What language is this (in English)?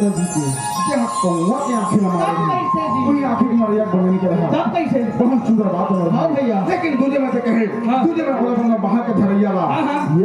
Chhattisgarhi